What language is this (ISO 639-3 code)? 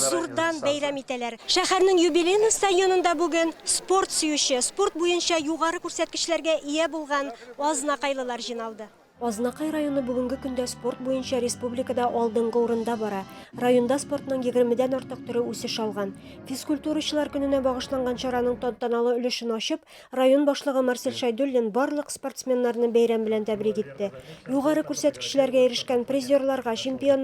tat